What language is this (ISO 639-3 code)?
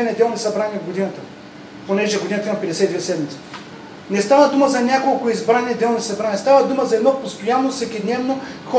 bul